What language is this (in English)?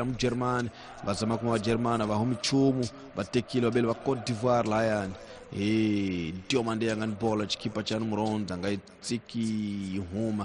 Tsonga